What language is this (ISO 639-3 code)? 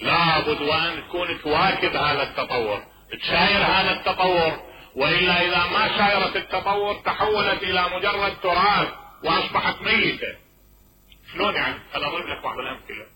acm